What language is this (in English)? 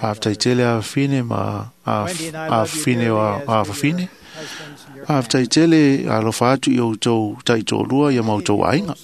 Samoan